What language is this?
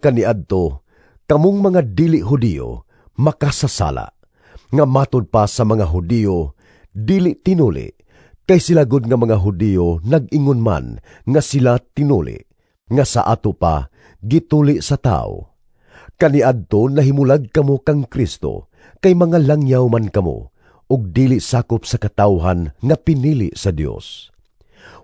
Cebuano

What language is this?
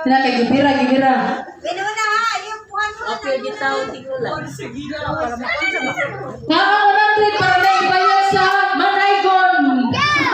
Cebuano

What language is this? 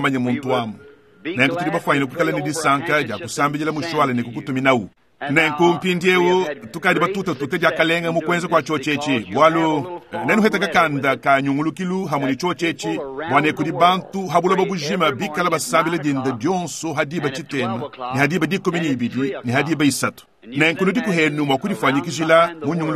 Luba-Lulua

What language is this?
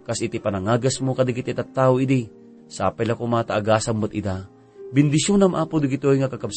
Iloko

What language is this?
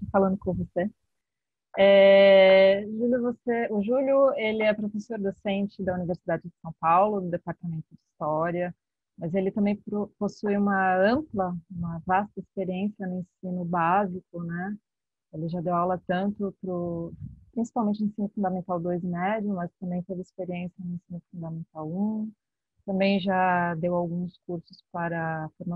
Portuguese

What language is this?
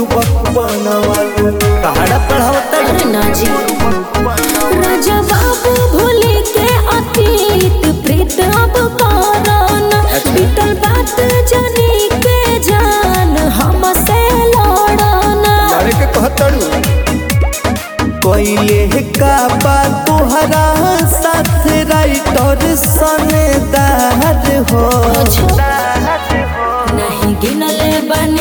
Bhojpuri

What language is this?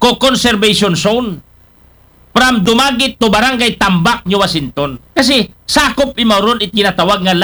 Aklanon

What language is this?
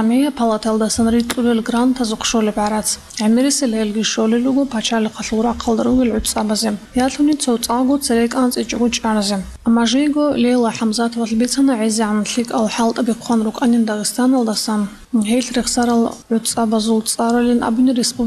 Avaric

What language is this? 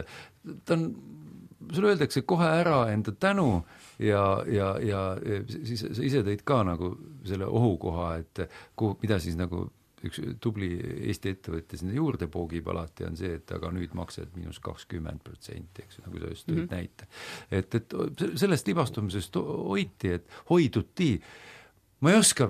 Estonian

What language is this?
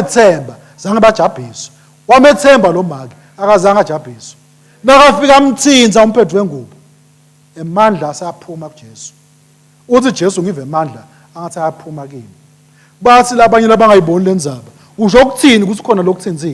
Swati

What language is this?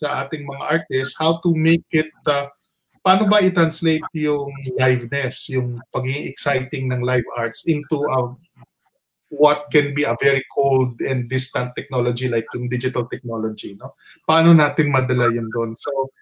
Filipino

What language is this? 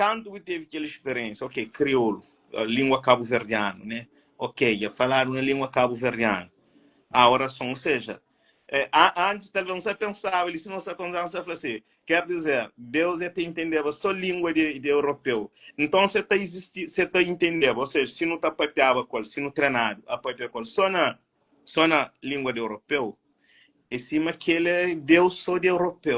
Kabuverdianu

